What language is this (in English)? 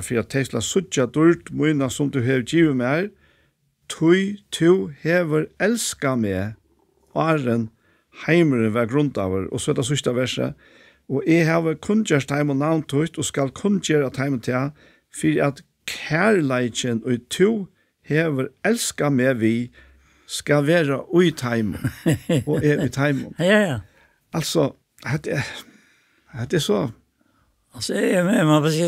Faroese